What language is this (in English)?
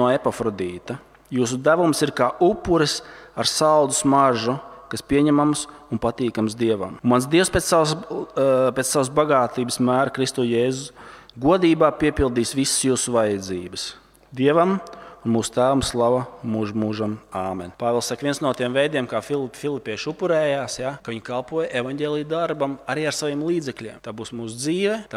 Latvian